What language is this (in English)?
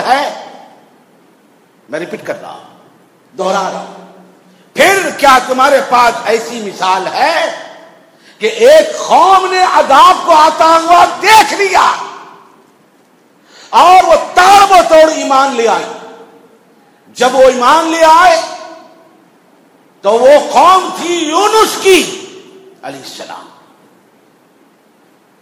Urdu